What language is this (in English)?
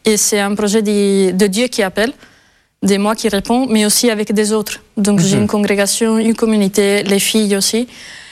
French